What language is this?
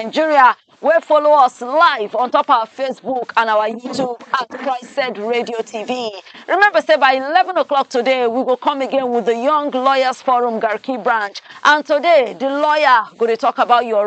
Nigerian Pidgin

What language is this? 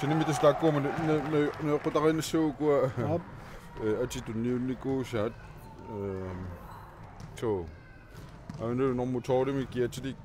Kalaallisut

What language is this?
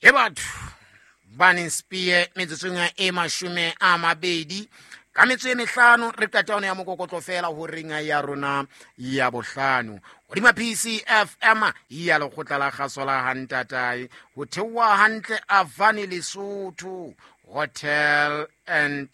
Southern Sotho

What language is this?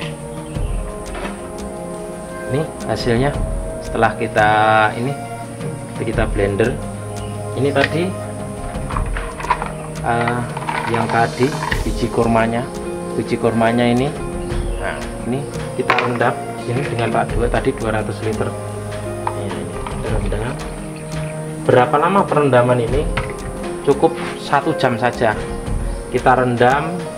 Indonesian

